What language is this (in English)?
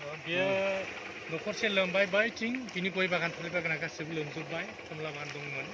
Bodo